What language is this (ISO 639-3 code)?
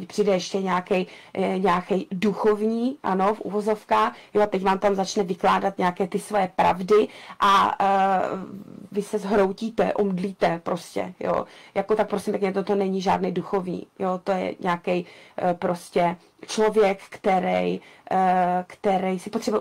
ces